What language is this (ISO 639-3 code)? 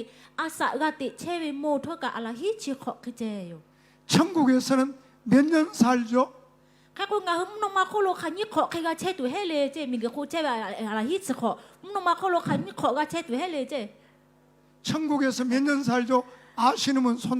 lhu